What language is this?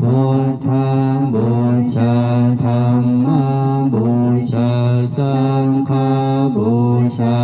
Pali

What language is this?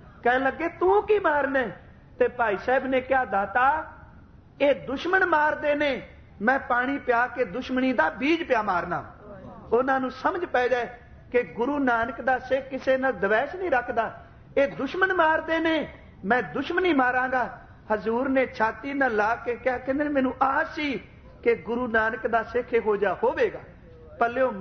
Punjabi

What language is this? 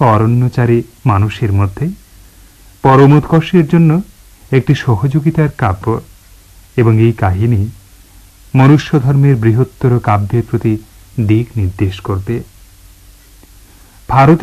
Bangla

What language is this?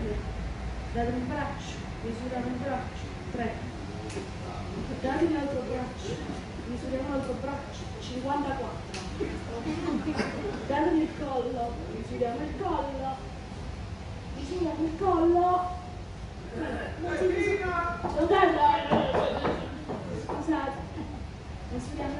Italian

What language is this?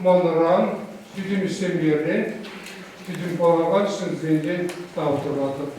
Chuvash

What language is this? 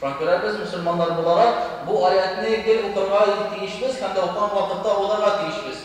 Tatar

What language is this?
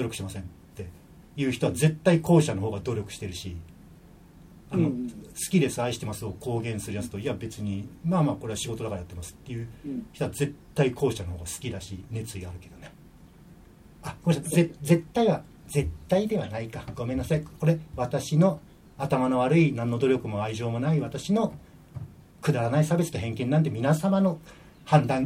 Japanese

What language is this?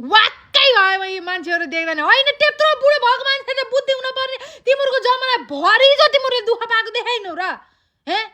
Nepali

